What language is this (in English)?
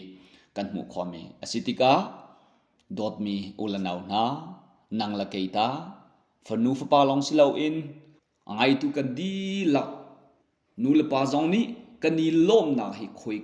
Hakha Chin